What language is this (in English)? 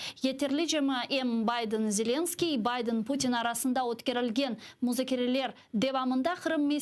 Crimean Tatar